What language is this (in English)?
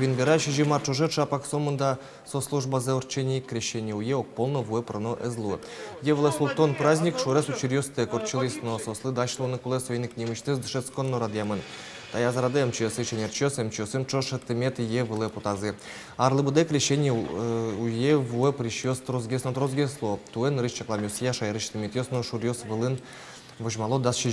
Udmurt